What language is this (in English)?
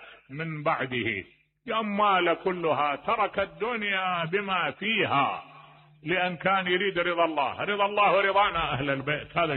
Mesopotamian Arabic